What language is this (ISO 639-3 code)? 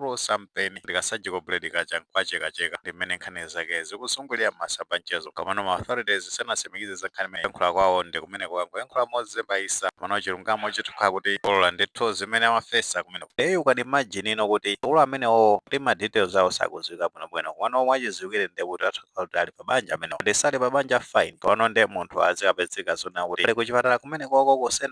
nya